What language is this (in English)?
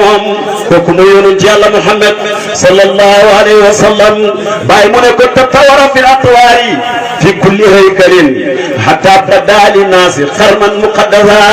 Wolof